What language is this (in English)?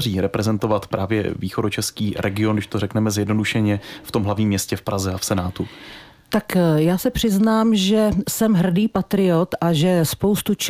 Czech